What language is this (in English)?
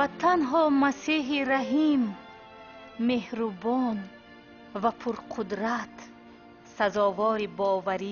Tajik